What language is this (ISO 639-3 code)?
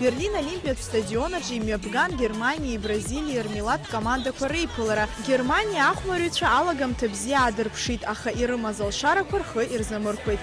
abk